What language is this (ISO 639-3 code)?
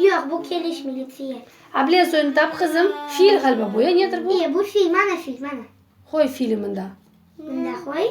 crh